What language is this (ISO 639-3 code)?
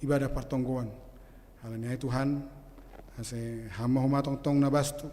bts